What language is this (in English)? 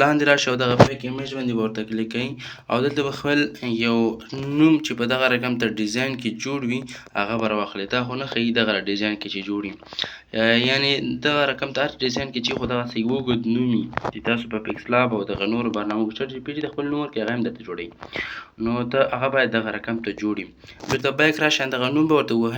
Pashto